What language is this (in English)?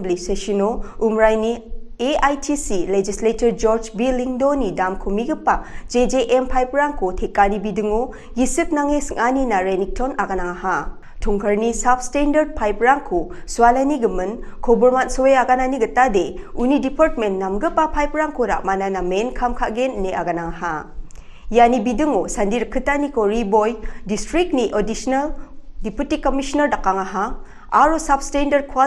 Garo